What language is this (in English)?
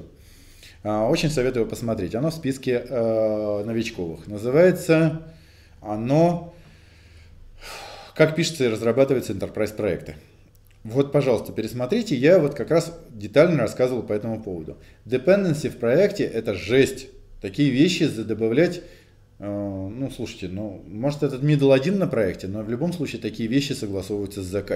Russian